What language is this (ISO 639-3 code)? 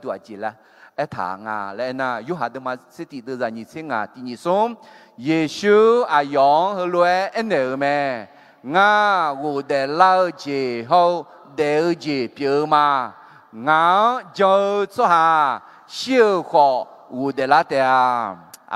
ahk